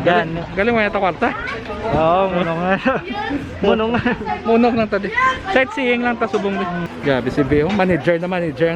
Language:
Hiligaynon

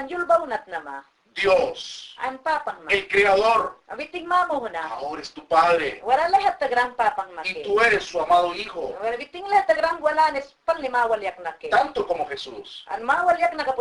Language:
Mayangna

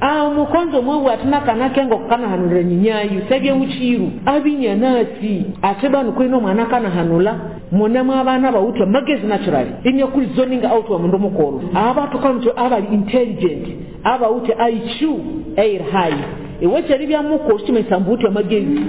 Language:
Nyoro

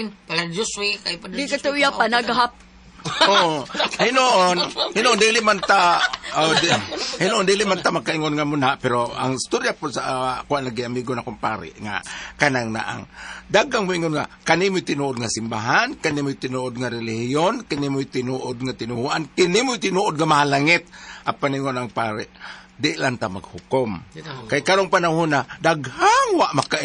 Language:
Cebuano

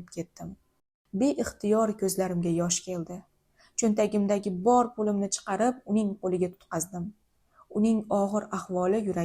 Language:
Uzbek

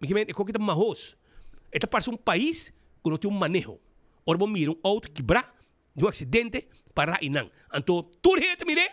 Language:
Papiamento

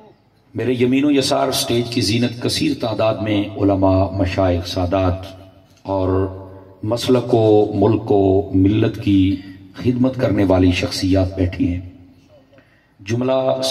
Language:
Urdu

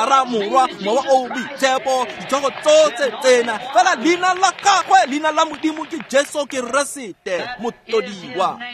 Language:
Tswana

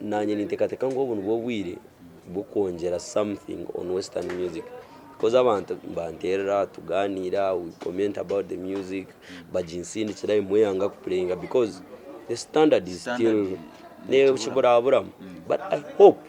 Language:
Nyankole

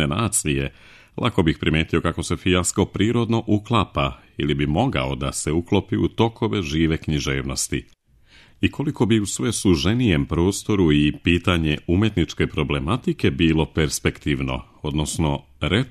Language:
Serbian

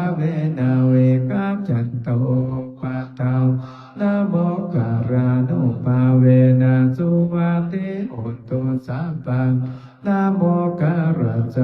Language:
Pali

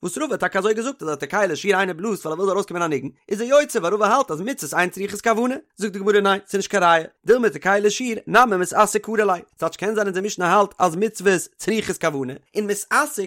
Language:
Yiddish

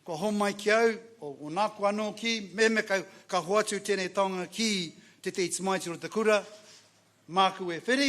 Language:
Māori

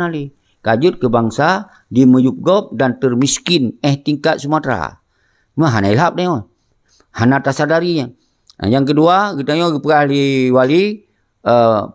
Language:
Achinese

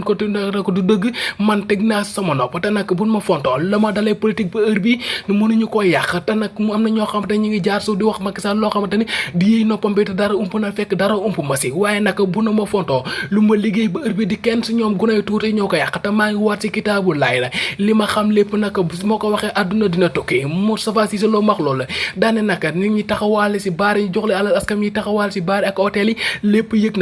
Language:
Wolof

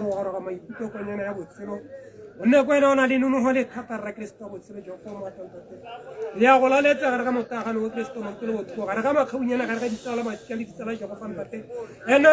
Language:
Tswana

